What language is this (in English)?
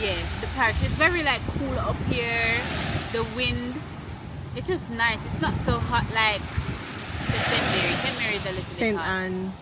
Jamaican Creole English